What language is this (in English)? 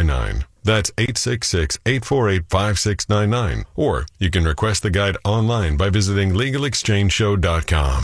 English